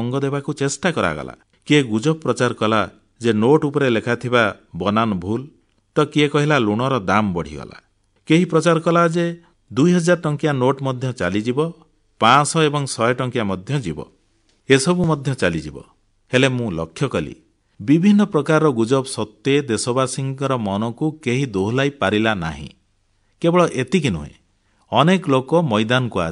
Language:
Odia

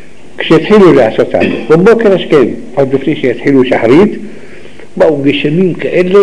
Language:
Hebrew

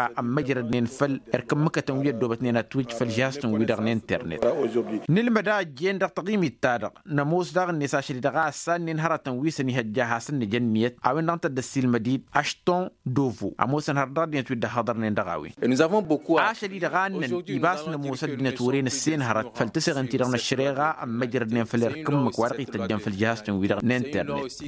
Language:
Tamasheq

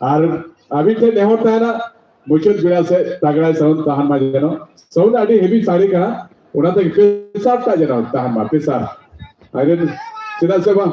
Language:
Santali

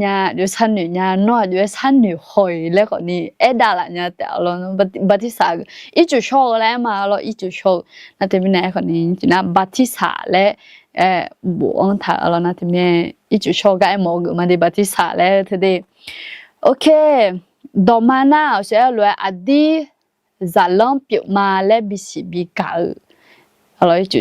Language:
Akha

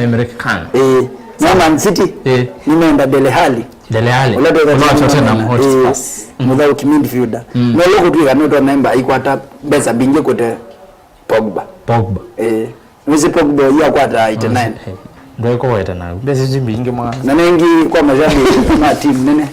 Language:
Kamba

